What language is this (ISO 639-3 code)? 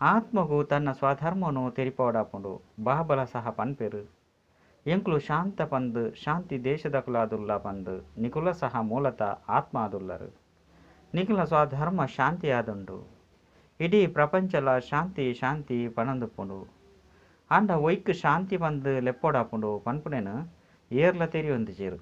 tcy